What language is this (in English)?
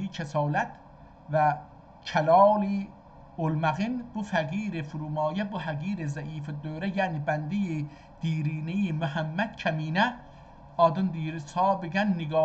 South Azerbaijani